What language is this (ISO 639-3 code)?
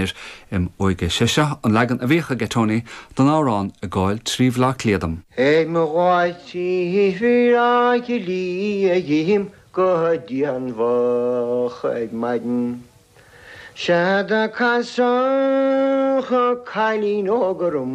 gle